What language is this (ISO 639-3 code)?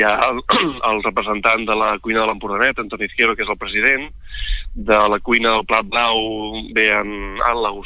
cat